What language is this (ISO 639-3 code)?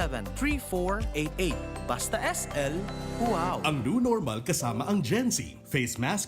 bik